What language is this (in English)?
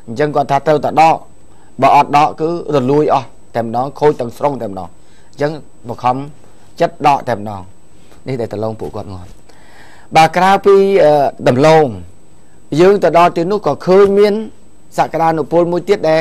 Khmer